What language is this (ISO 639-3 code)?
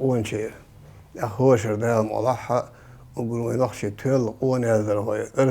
che